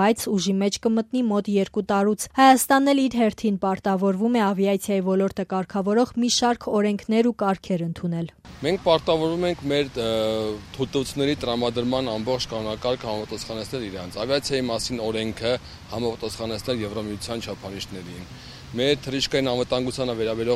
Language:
Armenian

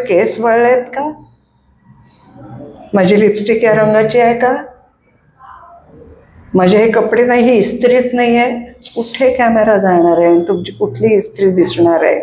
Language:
Marathi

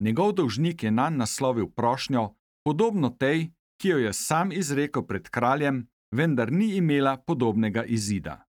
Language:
Slovenian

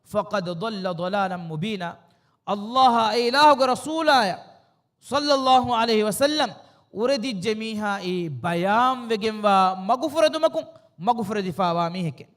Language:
Divehi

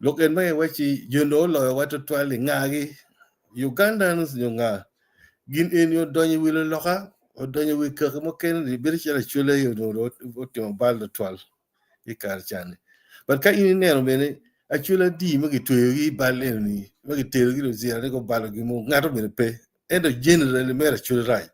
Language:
Acoli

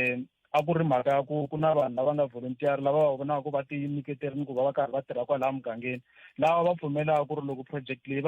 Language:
Tsonga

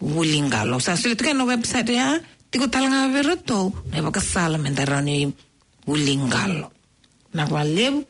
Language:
Fijian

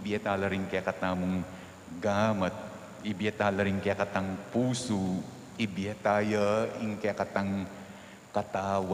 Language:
Pampanga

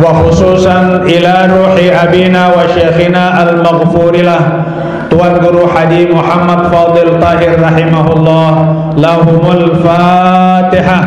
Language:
Sasak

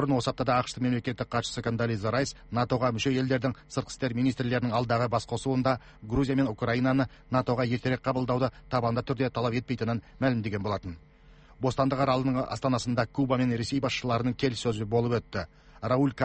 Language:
Kazakh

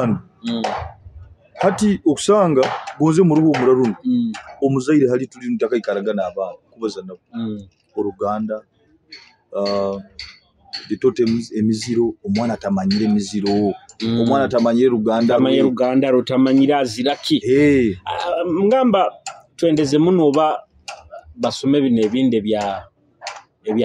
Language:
Nyoro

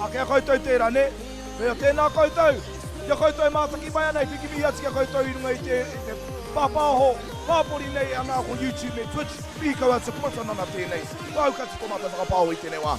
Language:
Māori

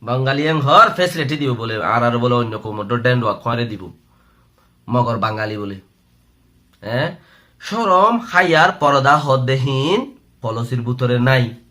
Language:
Rohingya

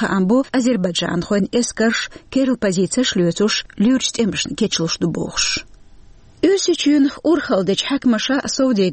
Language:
Chechen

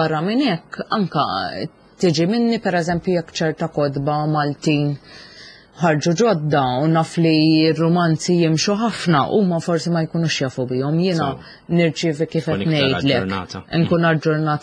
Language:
Maltese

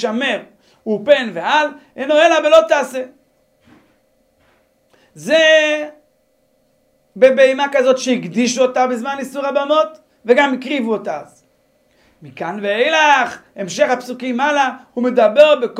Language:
Hebrew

